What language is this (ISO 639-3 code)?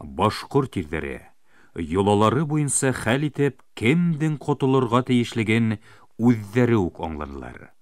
bak